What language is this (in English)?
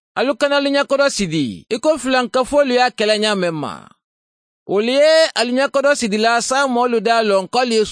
Mandingo